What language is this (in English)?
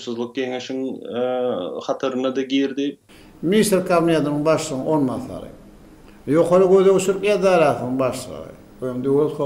Turkmen